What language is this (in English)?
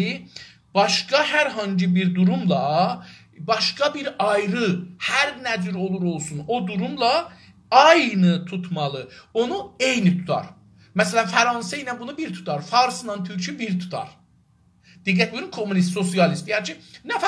South Azerbaijani